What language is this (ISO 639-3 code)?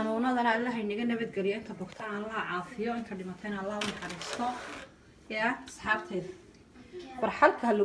som